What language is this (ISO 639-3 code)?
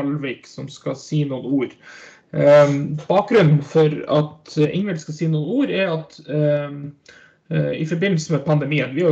nor